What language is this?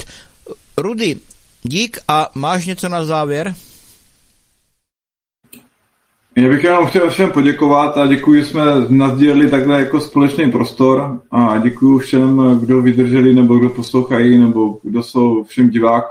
Czech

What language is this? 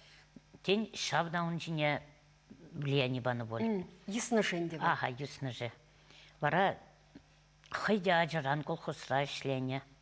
Chuvash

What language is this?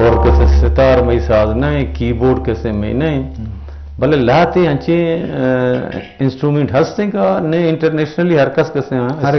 Eastern Balochi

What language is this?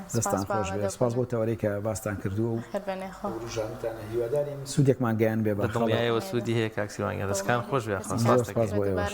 Central Kurdish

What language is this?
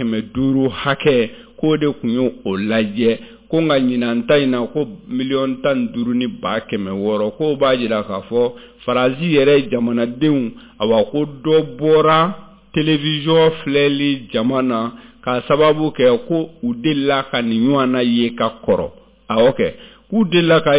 Bambara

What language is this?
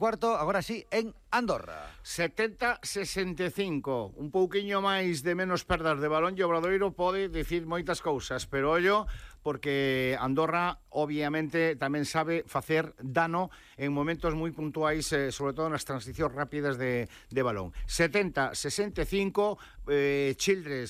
Galician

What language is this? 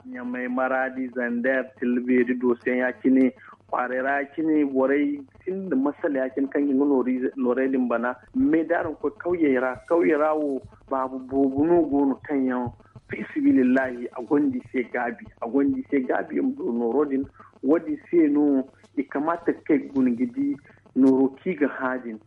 Zarma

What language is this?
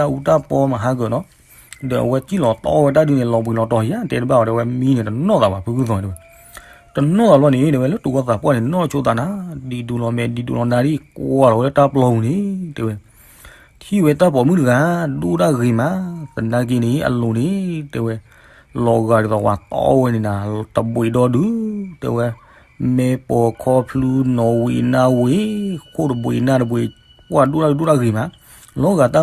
S'gaw Karen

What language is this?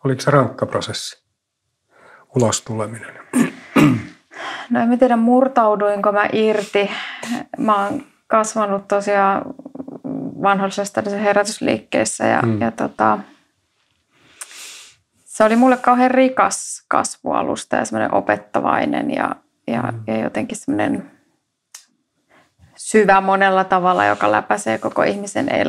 Finnish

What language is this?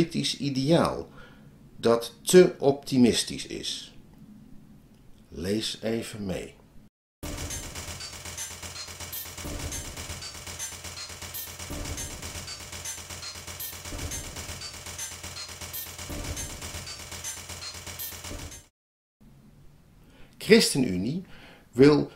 Dutch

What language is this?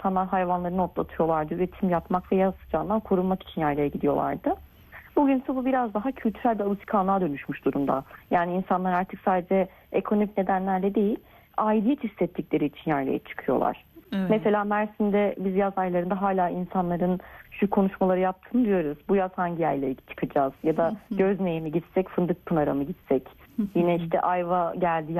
Turkish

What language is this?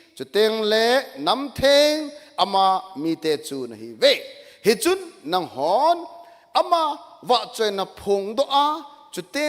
Thado Chin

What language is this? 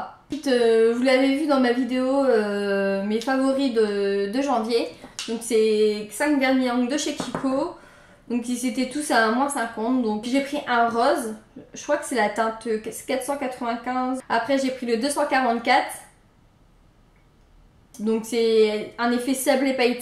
French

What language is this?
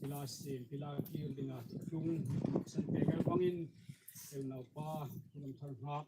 Hmar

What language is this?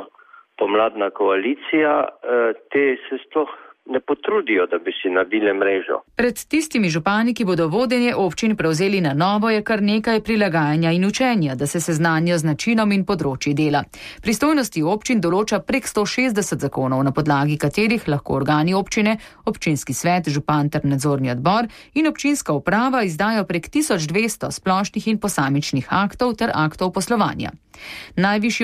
Slovenian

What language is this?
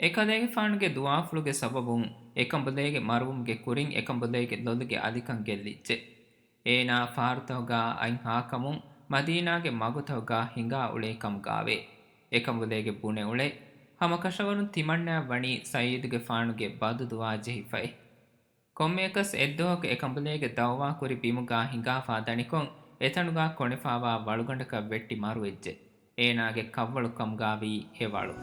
Divehi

